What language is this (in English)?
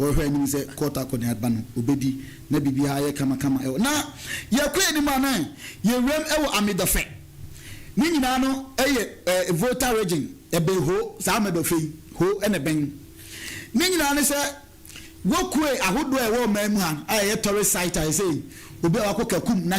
Akan